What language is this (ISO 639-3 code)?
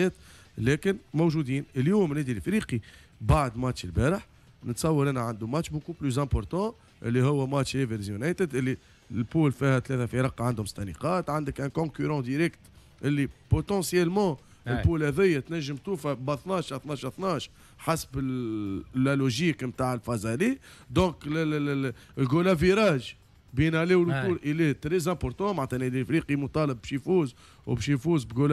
aeb